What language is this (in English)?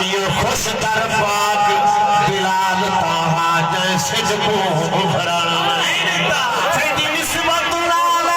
Saraiki